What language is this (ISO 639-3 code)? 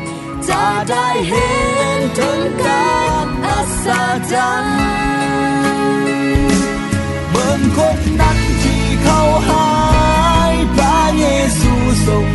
tha